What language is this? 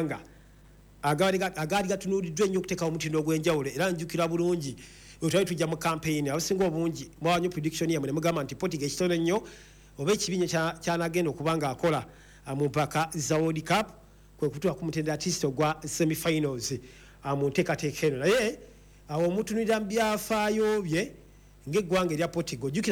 Ganda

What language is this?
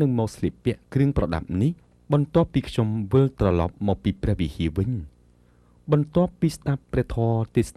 Khmer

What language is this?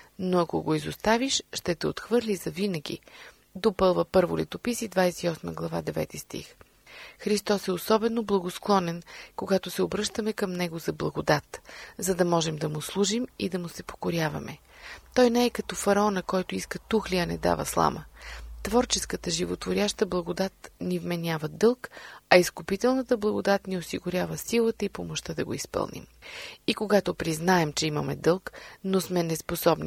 Bulgarian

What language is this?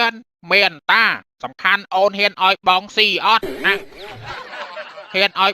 Khmer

